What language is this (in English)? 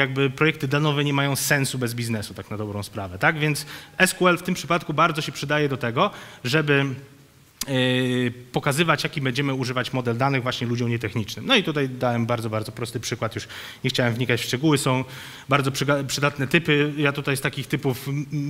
Polish